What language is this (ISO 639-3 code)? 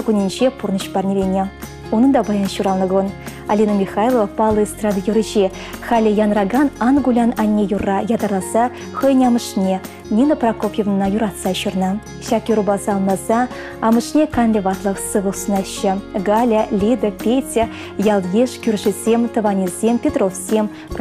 chv